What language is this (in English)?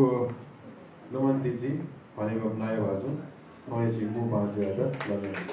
Newari